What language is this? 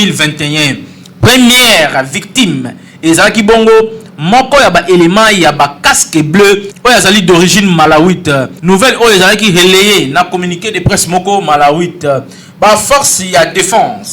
Lingala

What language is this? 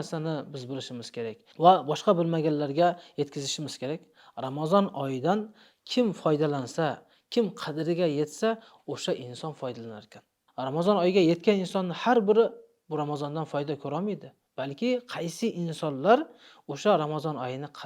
Uzbek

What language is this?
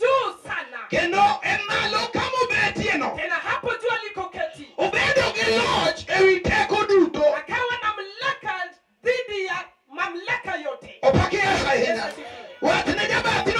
Luo (Kenya and Tanzania)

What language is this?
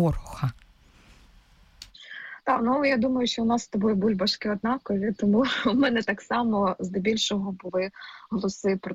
Ukrainian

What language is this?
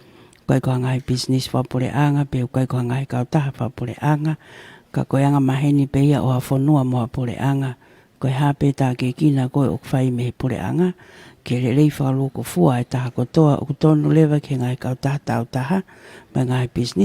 Tongan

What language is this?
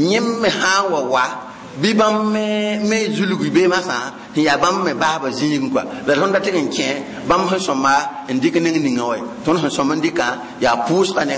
Mossi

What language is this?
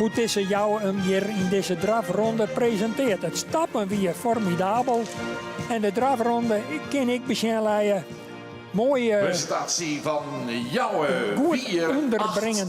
Western Frisian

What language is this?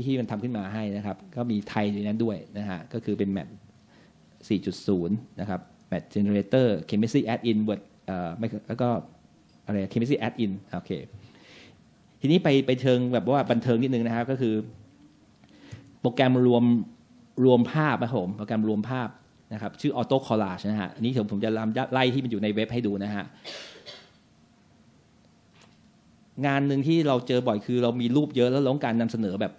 Thai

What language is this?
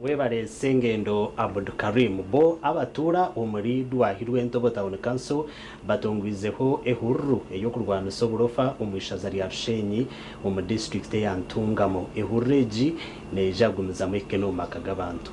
Nyankole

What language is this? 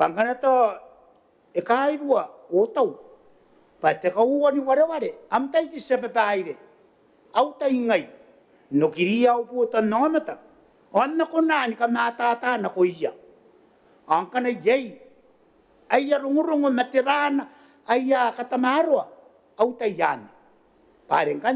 Gilbertese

